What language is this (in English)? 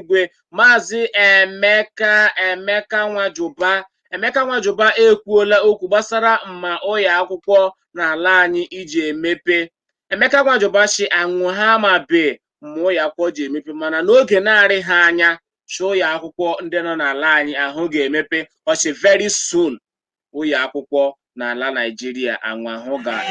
Igbo